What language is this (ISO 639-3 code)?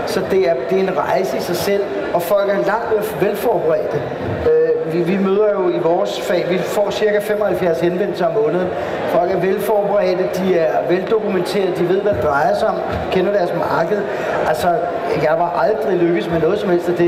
dan